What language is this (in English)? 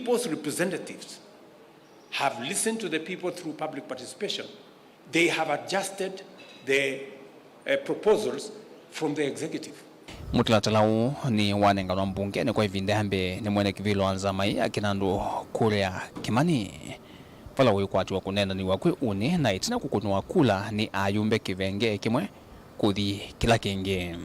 Kamba